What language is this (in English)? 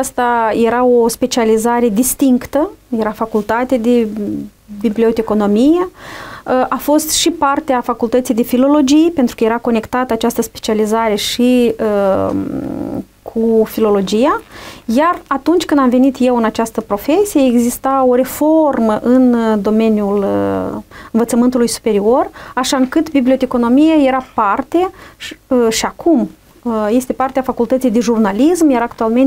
Romanian